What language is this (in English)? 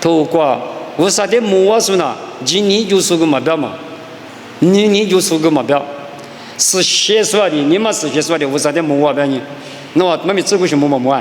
Lisu